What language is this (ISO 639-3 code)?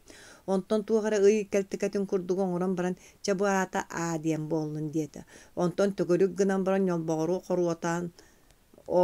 sah